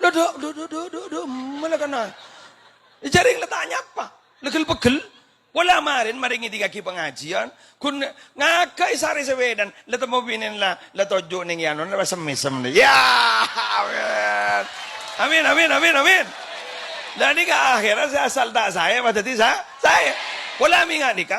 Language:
Madurese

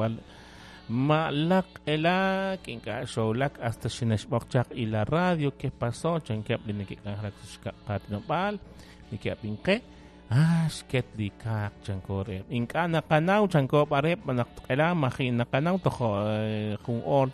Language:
Kekchí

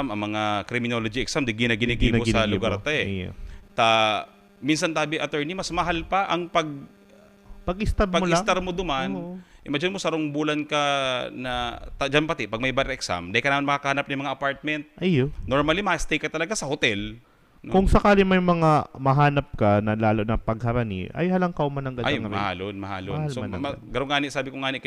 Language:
Bikol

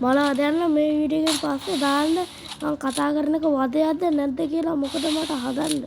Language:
Sinhala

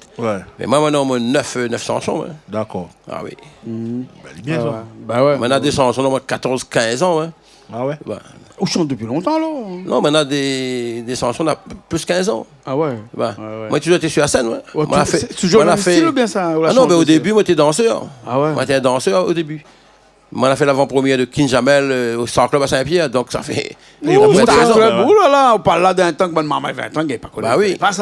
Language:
Réunion Creole French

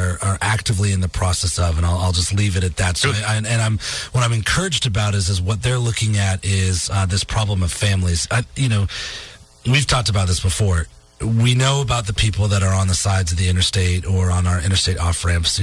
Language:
English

